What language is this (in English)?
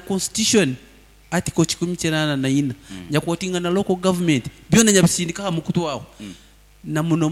Nyoro